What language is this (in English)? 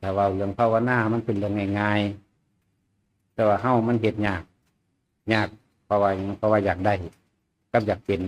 Northeastern Thai